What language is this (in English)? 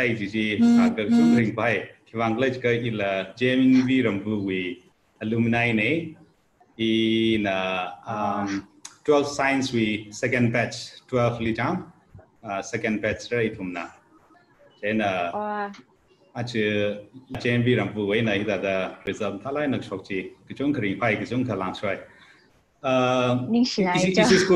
Tangkhul Naga (India)